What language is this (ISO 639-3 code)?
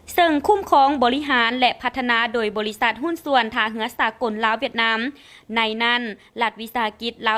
lao